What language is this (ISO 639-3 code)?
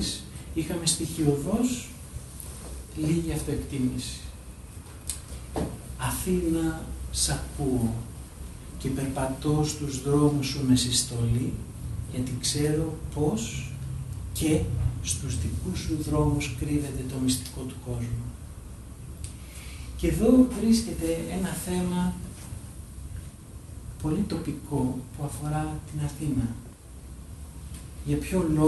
ell